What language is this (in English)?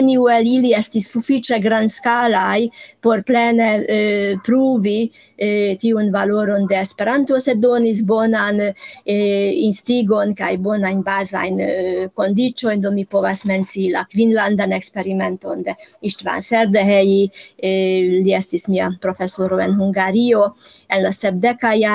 Esperanto